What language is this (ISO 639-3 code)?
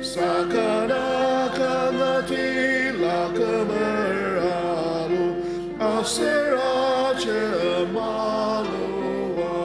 njo